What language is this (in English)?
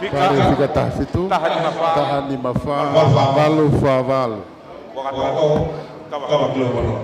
Tongan